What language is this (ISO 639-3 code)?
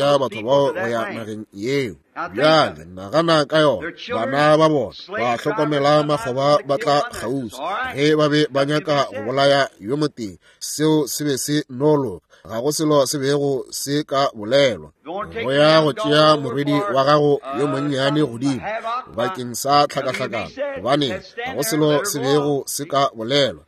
nso